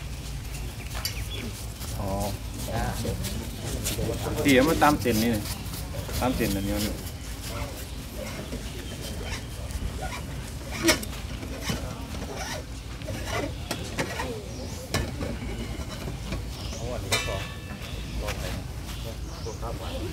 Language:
Thai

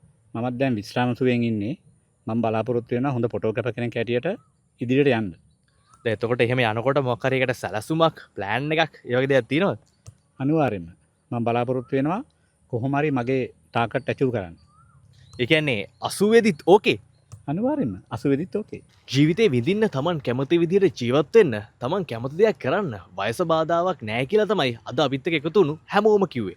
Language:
Sinhala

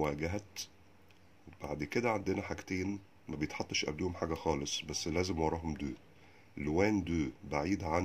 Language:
Egyptian Arabic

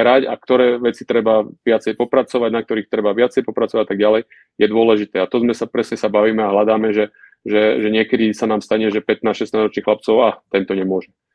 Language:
Slovak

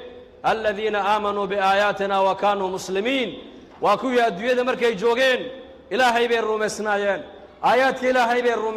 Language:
Somali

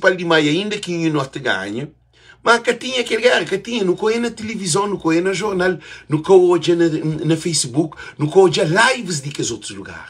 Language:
Kabuverdianu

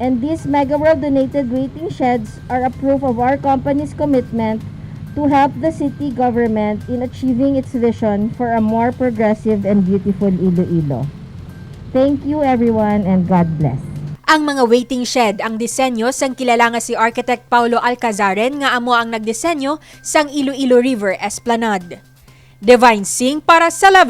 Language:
Hiligaynon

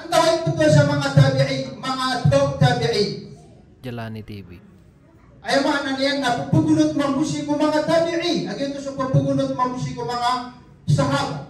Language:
Maranao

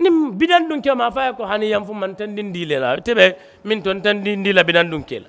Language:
Mandingo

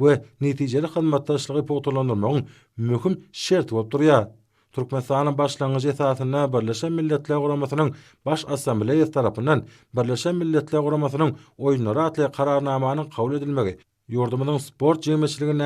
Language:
Turkmen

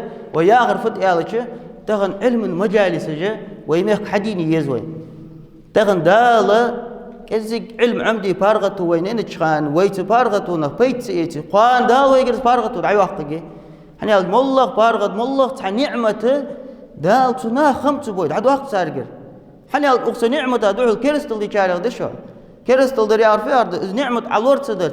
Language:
Ingush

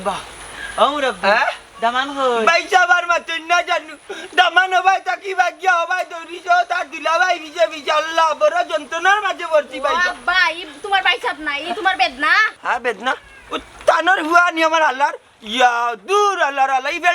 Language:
Sylheti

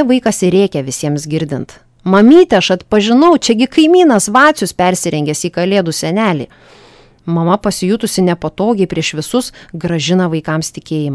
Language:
Lithuanian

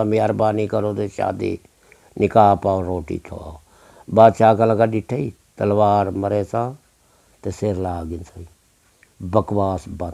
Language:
Saraiki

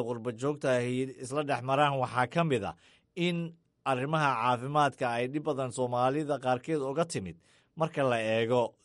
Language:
Somali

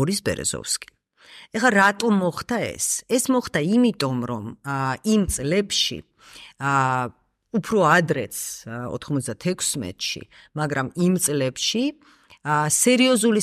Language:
Georgian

